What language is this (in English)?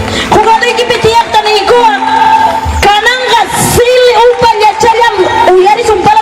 Ayacucho Quechua